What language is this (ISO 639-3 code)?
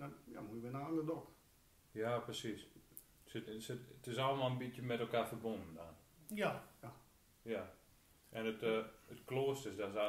gos